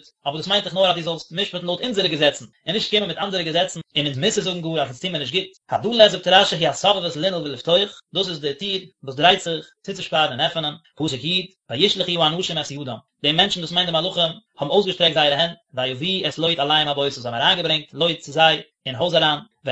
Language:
Yiddish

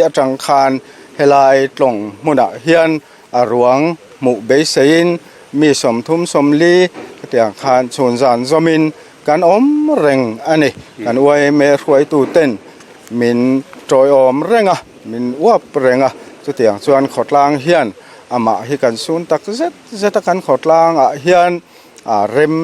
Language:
Mizo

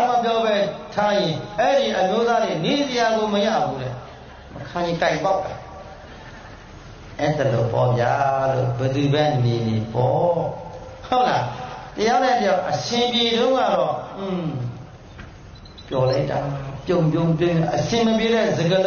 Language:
Burmese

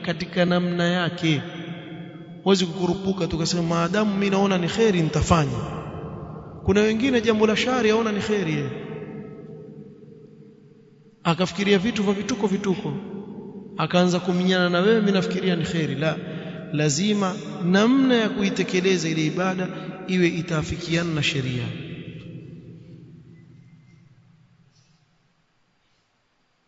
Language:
Swahili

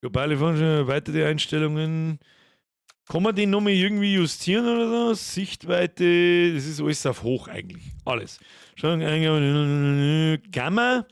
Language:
Bavarian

